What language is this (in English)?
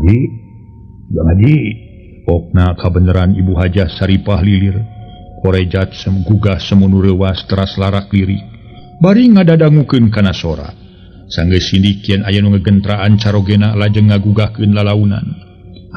Sundanese